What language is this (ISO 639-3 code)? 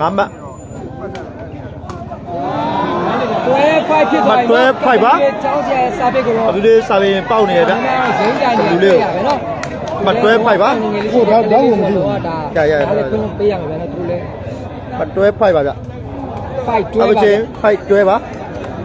mya